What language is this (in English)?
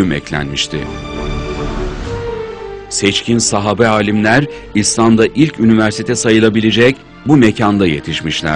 Turkish